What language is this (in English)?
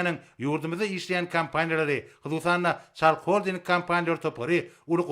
Turkmen